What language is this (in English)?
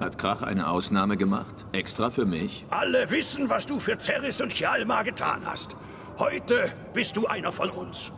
Swiss German